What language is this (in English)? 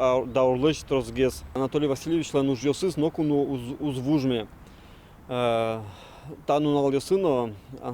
Udmurt